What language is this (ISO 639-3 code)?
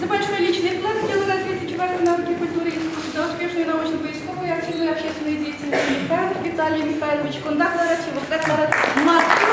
chv